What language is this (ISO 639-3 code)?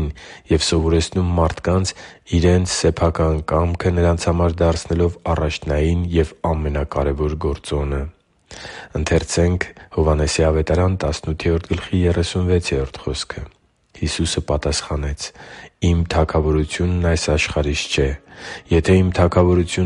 hye